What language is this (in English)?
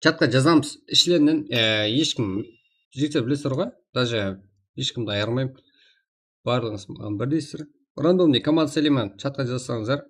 Kara-Kalpak